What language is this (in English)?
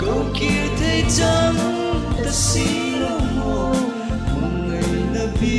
Hmar